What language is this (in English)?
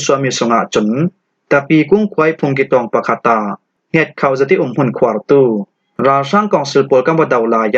Falam Chin